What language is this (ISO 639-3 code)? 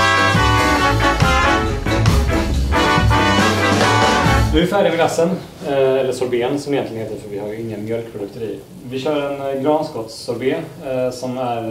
swe